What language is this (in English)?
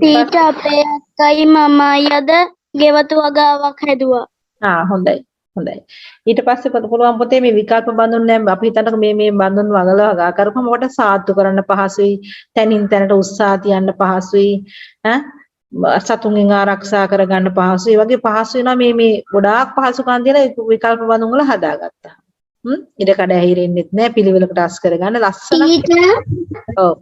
Sinhala